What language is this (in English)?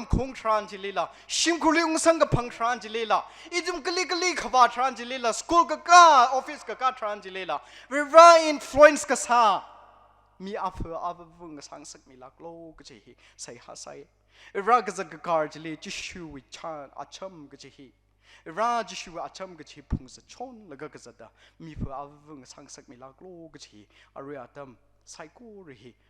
Tangkhul Naga (India)